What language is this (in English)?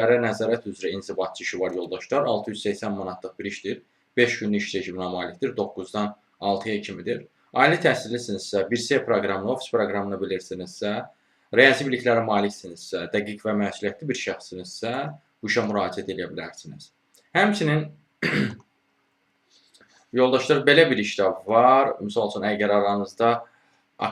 Azerbaijani